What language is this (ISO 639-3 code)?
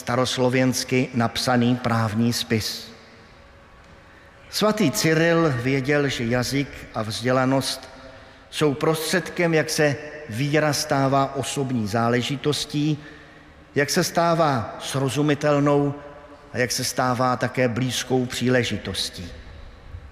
ces